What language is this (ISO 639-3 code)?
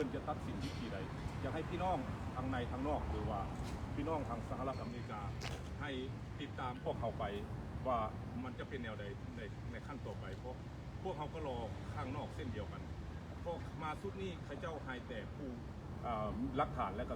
lao